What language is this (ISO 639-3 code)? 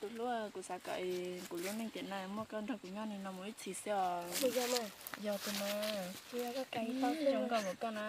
hmn